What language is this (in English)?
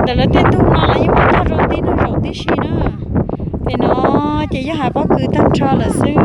Hmong